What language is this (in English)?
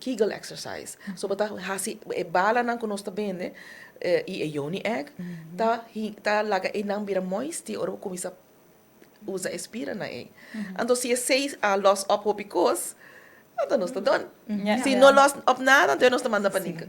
Papiamento